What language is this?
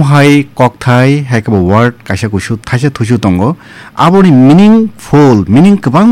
Kok Borok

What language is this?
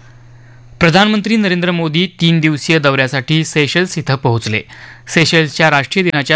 Marathi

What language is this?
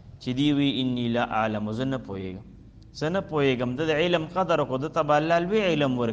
Pashto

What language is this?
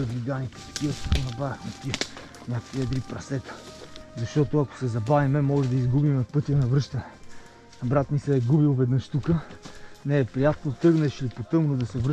Bulgarian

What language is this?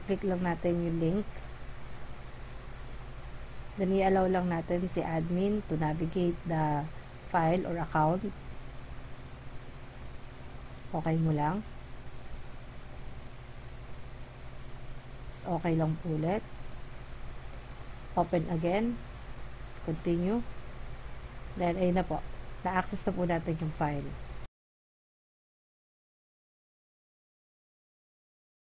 Filipino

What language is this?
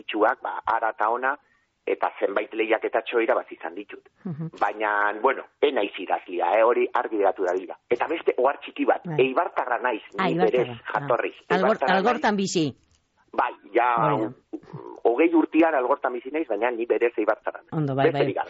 Basque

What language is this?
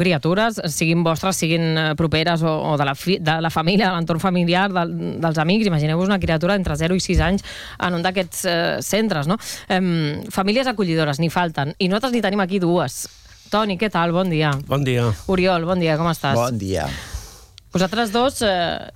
Catalan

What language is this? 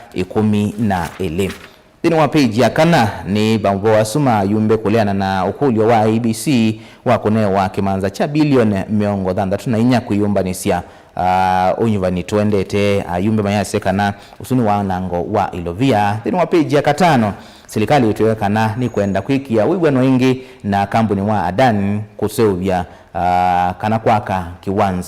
Kamba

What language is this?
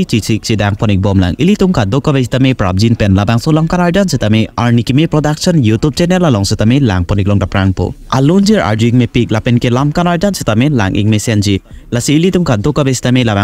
Karbi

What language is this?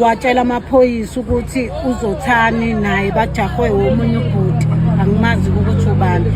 Zulu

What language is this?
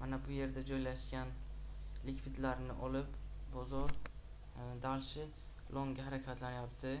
Uzbek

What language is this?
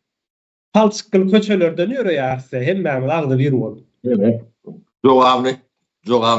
Turkmen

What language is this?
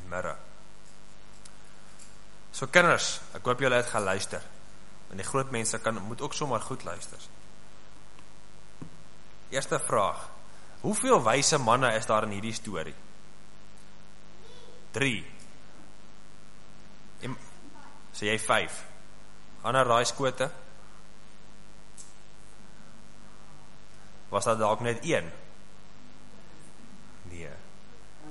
Afrikaans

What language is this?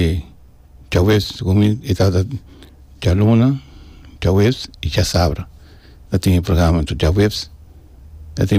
Papiamento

